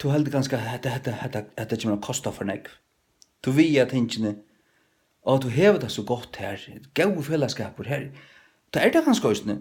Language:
Faroese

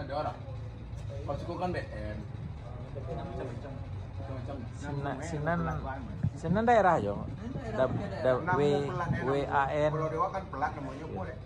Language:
Minangkabau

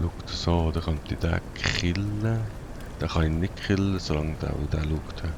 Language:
Swiss German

